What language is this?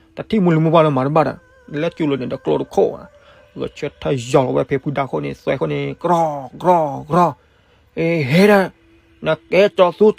S'gaw Karen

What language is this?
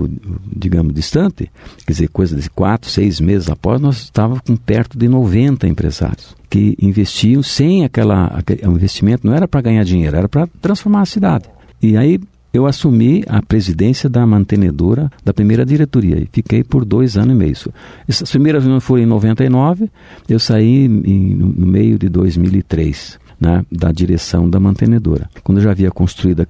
Portuguese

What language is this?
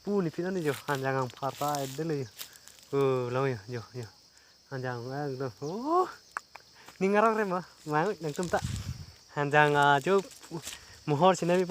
Karbi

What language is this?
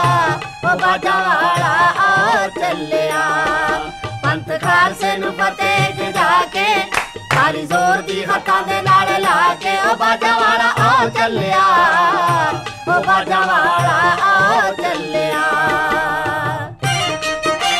Punjabi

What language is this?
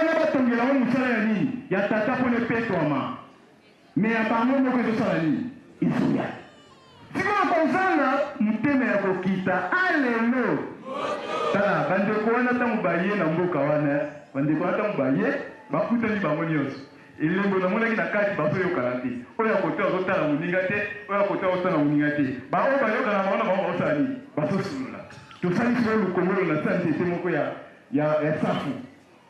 Lingala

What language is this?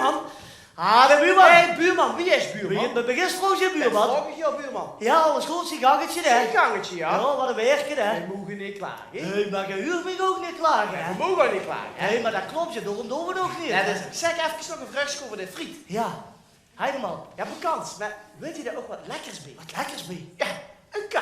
Limburgish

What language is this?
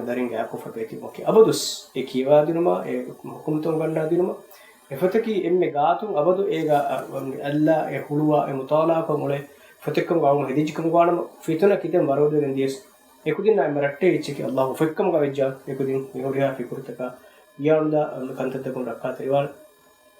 Divehi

